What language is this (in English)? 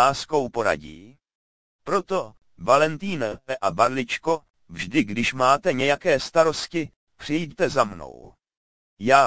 Czech